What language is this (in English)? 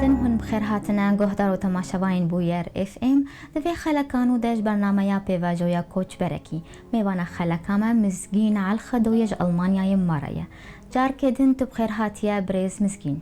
Kurdish